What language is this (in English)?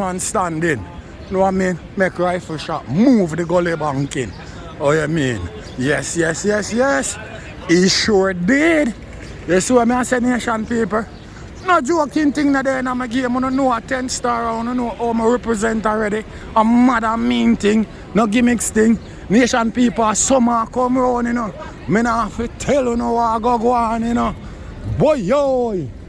Jamaican Creole English